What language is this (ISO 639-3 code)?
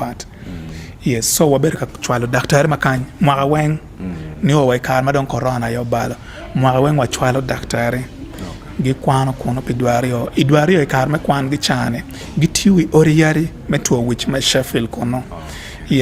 ach